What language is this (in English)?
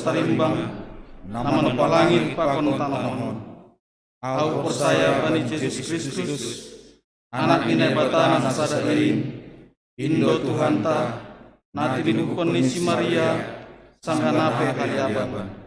Batak Simalungun